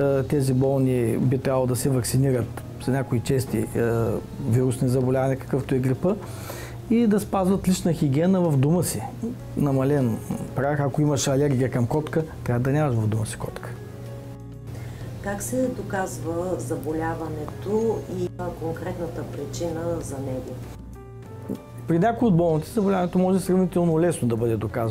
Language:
Bulgarian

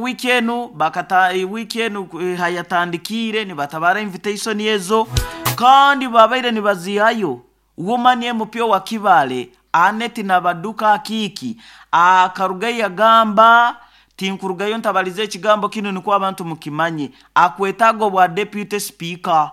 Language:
Nyoro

